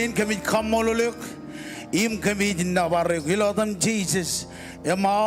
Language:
Marshallese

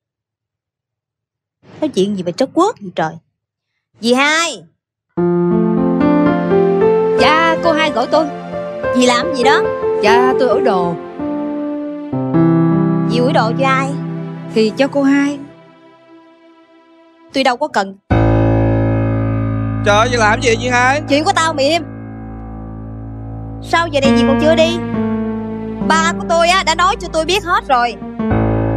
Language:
Vietnamese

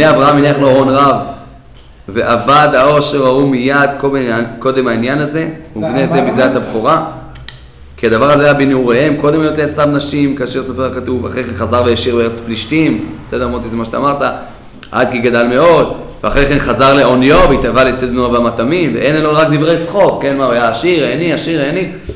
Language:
Hebrew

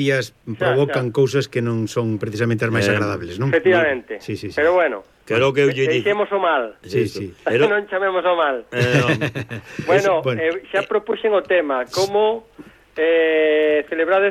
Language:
Galician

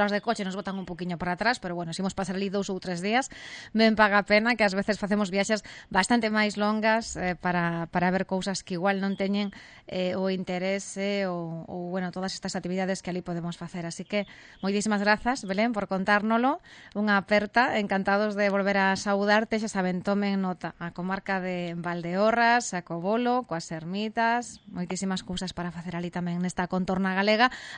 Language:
Galician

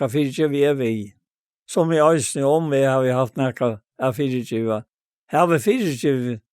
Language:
Faroese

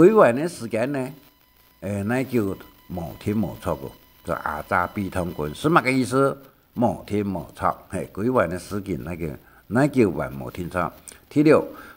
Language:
Hakka Chinese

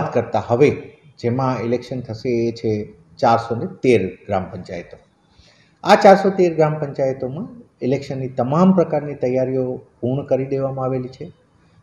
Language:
Gujarati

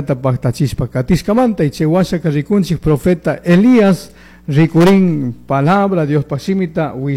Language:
Chimborazo Highland Quichua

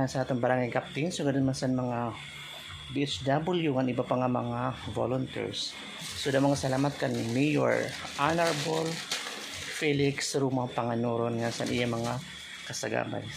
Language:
Waray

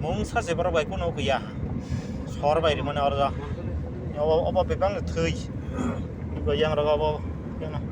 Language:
Kok Borok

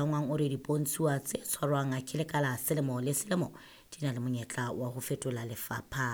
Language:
Southern Sotho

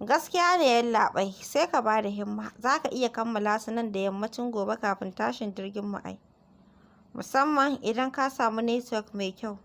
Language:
Hausa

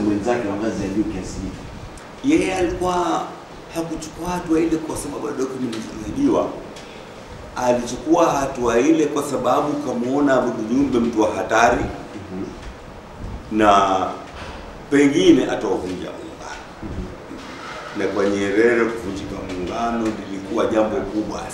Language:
Swahili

